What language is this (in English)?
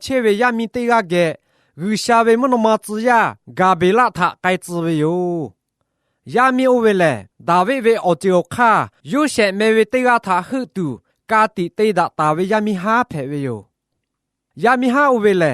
Lahu